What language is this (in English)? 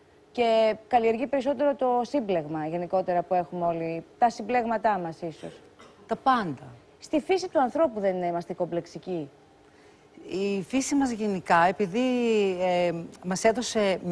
Greek